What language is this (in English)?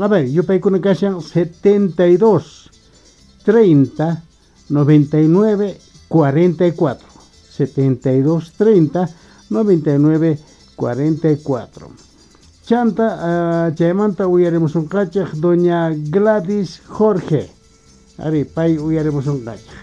Quechua